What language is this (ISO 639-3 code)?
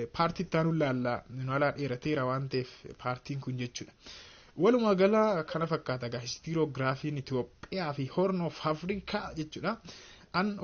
orm